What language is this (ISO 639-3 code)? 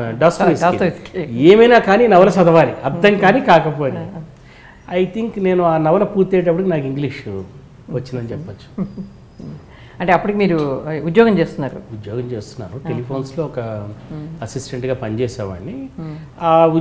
tel